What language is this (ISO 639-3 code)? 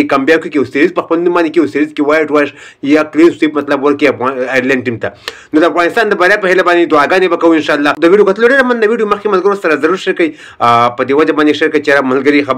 pus